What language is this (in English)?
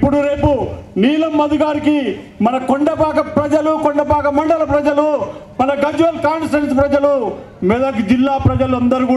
Telugu